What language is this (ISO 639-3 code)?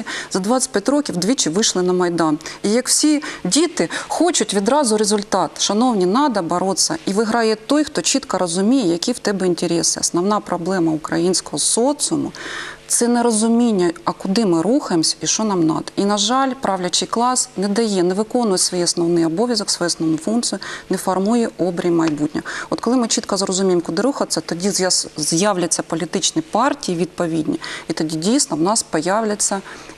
ukr